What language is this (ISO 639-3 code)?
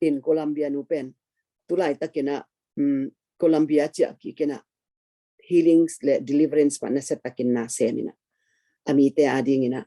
ctd